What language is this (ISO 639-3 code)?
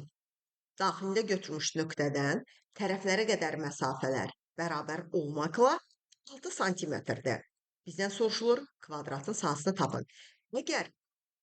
aze